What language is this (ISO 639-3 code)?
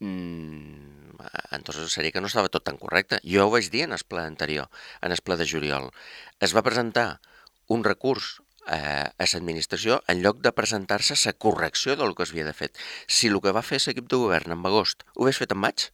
cat